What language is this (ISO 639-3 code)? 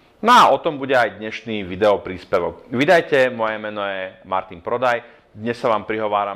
slk